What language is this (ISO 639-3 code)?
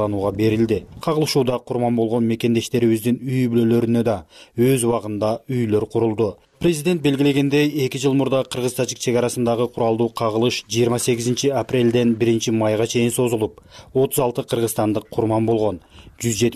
kir